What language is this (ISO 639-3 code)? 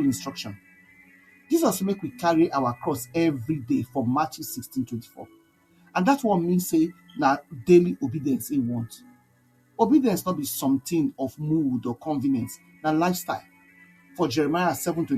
pcm